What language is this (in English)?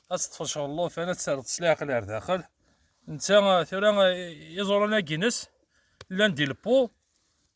Kabyle